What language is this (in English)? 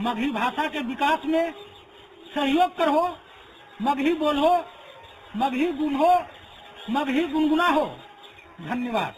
Magahi